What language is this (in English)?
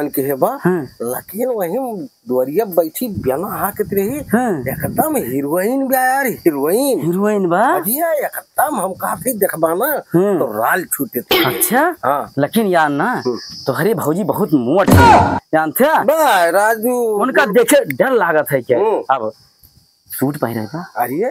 Awadhi